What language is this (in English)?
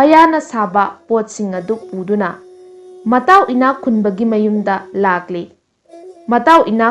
Manipuri